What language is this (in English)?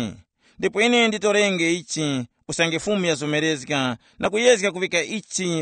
Tumbuka